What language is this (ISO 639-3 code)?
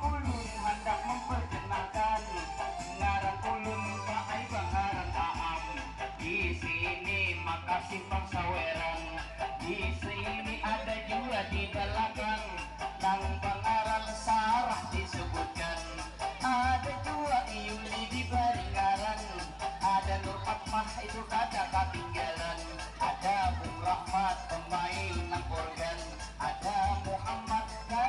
bjn